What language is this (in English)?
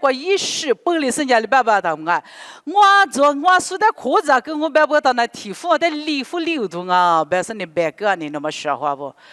Lisu